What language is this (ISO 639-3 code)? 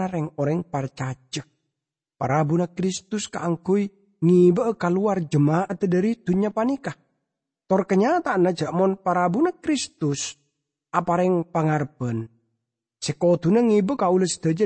mad